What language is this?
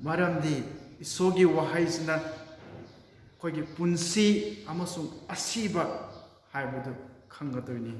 Manipuri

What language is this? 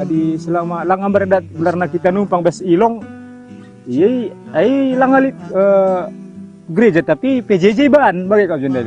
Batak Karo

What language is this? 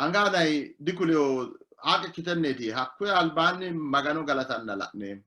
Sidamo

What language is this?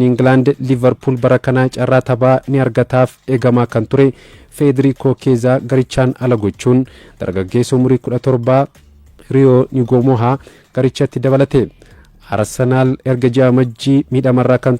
Oromo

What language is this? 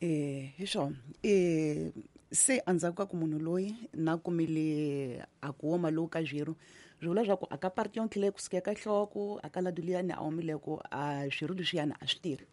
Tsonga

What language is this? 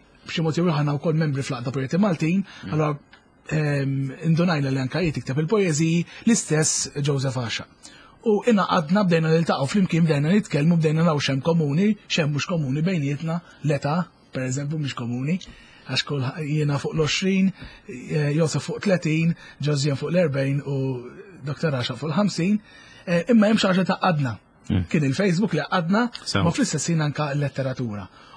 Maltese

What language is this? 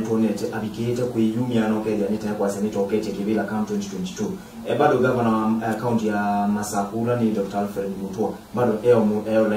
Kamba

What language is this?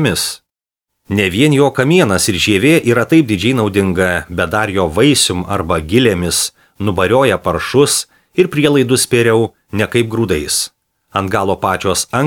Lithuanian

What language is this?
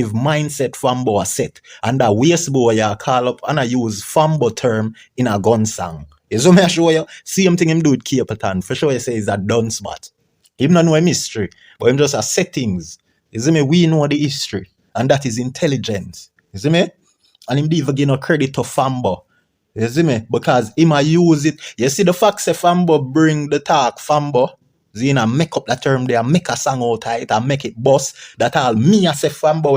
Jamaican Creole English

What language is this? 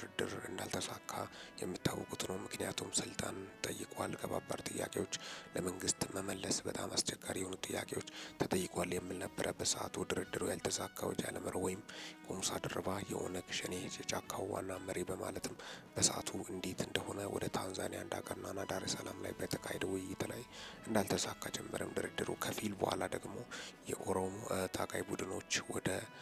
Amharic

